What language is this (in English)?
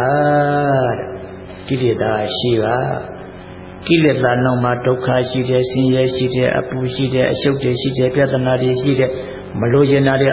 Burmese